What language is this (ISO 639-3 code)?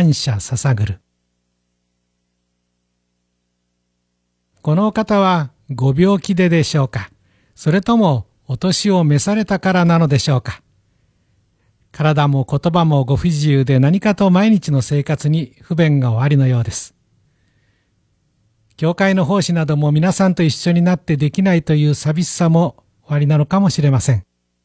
jpn